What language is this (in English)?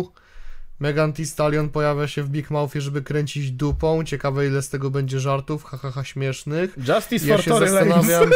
Polish